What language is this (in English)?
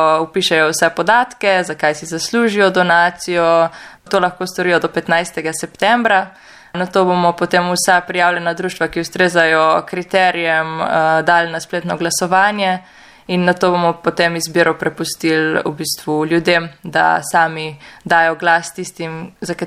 Slovenian